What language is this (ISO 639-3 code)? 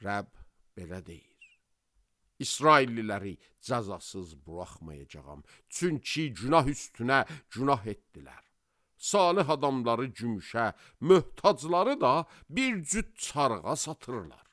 aze